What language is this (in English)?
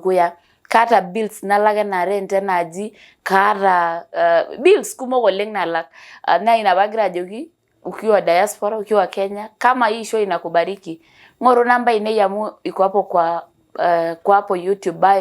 Masai